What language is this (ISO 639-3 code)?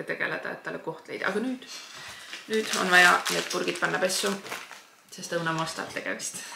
est